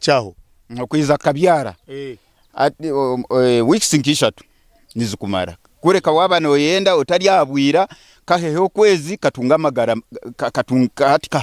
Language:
Nyankole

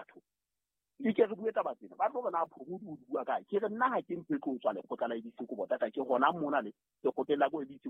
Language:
Southern Sotho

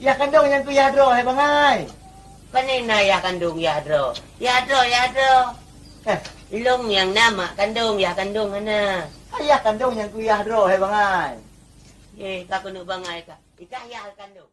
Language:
Achinese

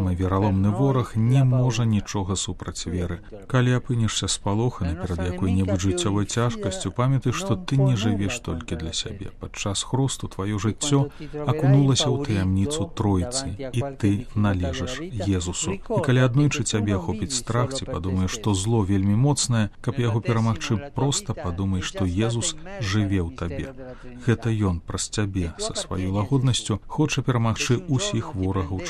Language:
Belarusian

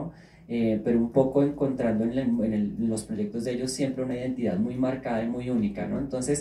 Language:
Spanish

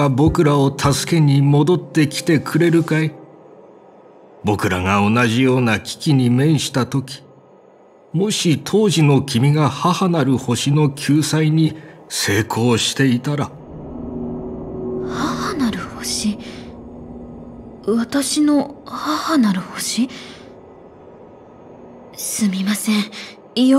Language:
Japanese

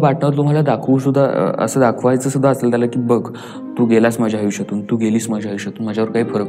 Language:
Marathi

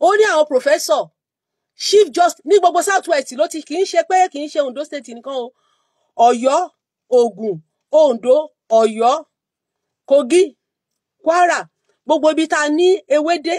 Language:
Yoruba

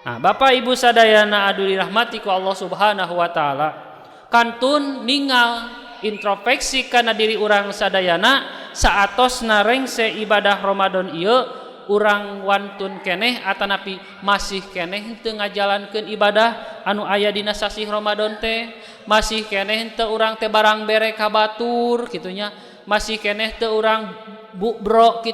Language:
Sundanese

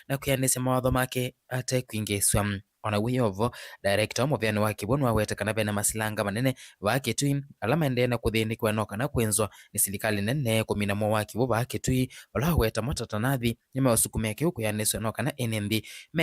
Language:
Kamba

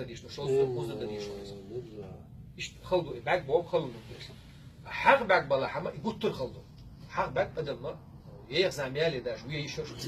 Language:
Chechen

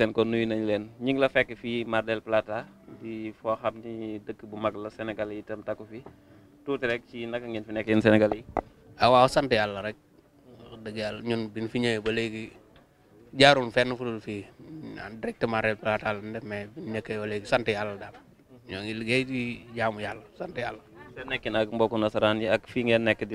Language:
Wolof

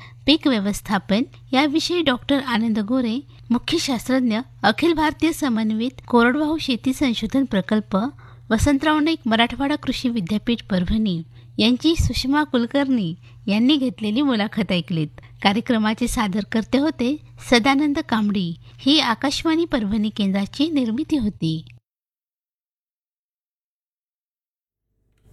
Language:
Marathi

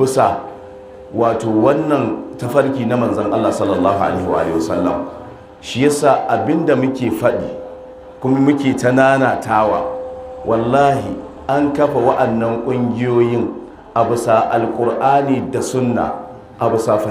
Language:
Hausa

